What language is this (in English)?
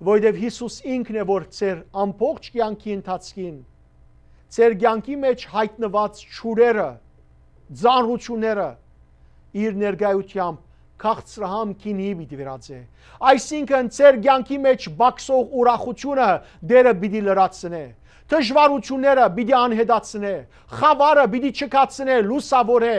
Western Armenian